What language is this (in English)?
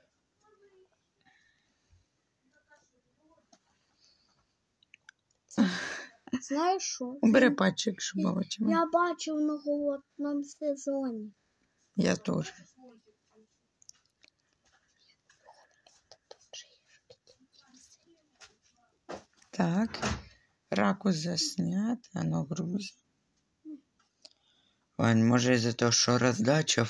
Ukrainian